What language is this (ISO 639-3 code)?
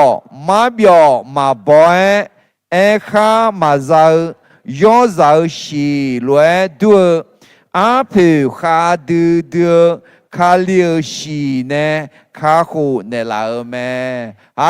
ahk